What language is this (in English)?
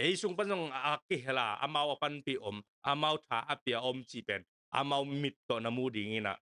Tedim Chin